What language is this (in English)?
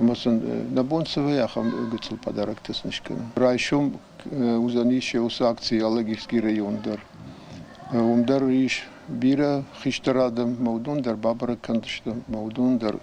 Ossetic